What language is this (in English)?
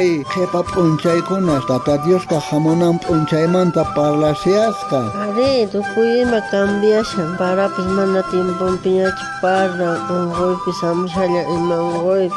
South Bolivian Quechua